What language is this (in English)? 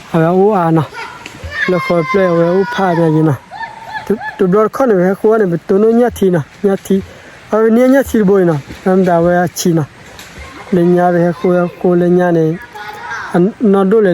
S'gaw Karen